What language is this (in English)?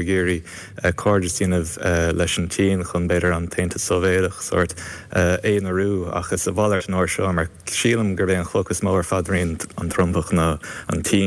Irish